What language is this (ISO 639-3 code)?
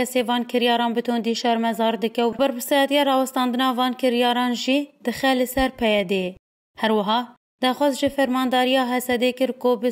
kur